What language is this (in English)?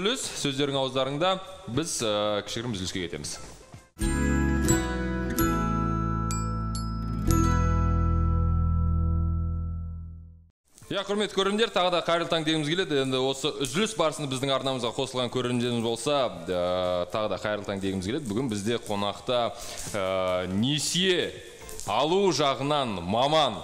Kazakh